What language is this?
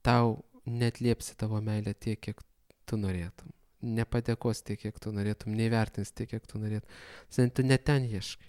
Lithuanian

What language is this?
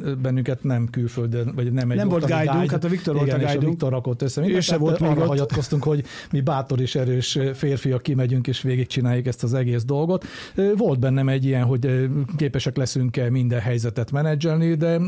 Hungarian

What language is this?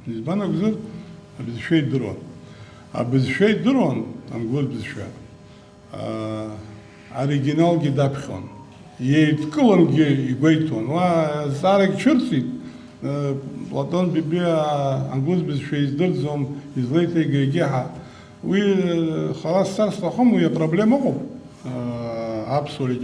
Abkhazian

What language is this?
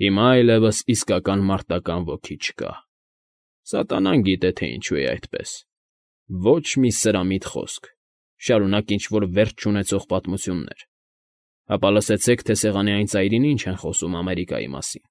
Armenian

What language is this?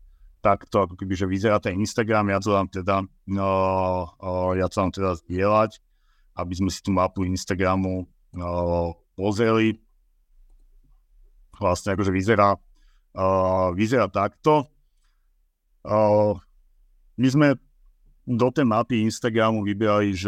Slovak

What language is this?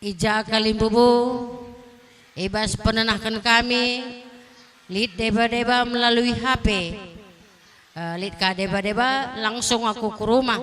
Batak Karo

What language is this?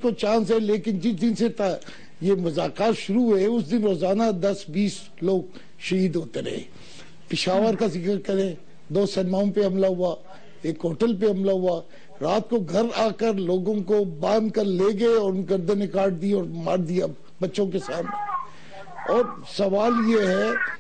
Urdu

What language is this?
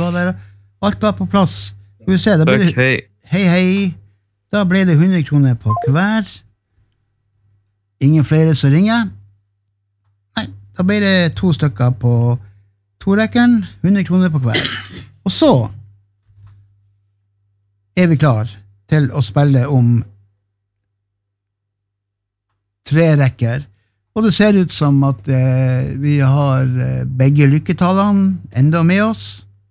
Norwegian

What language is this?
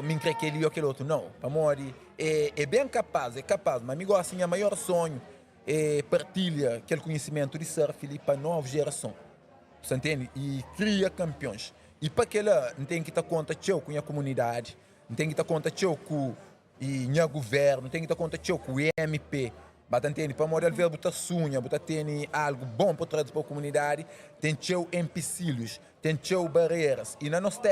Kabuverdianu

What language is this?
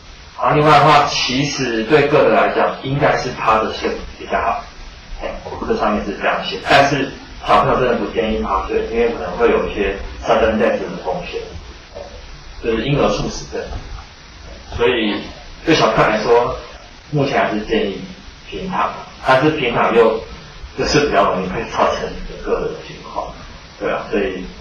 Chinese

